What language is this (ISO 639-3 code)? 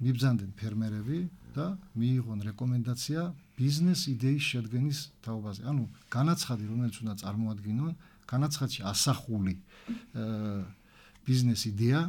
kat